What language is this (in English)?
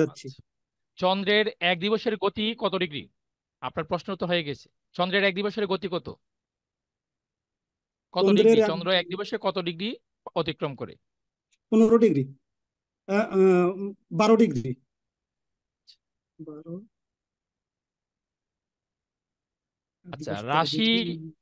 Bangla